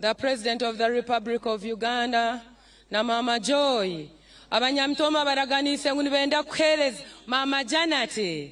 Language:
Nyankole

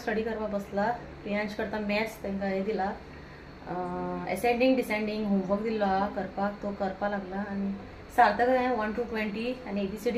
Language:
Konkani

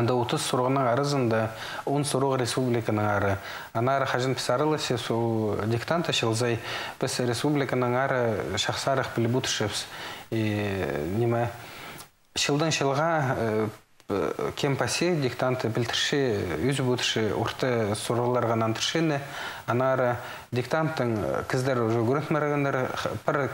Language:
Khakas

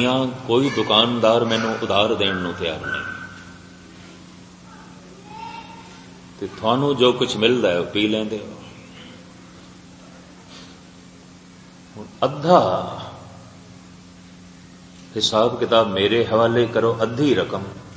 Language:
Punjabi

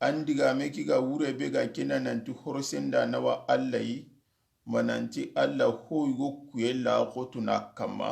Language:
Soninke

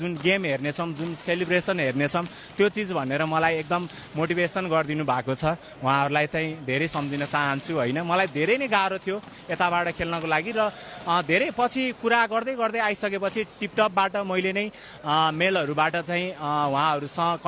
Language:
Nepali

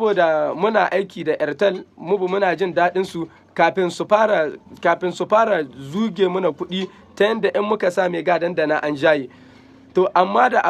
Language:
Hausa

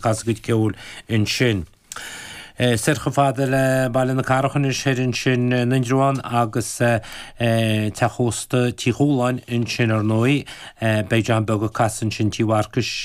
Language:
Irish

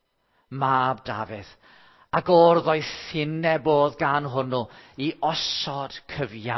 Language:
Welsh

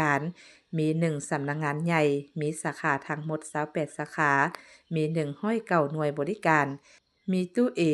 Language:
Lao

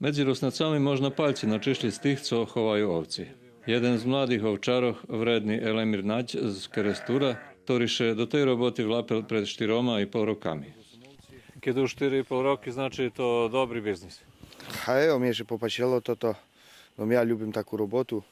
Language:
Rusyn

